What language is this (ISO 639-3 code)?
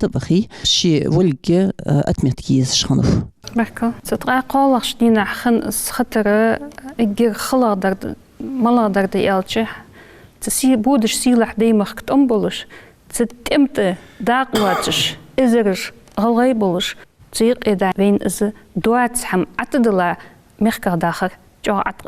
inh